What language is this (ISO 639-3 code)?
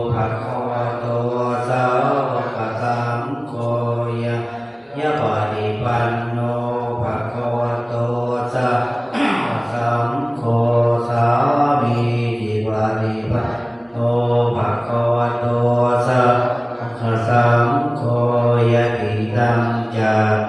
pli